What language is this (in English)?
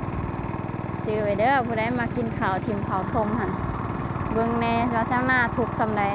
Lao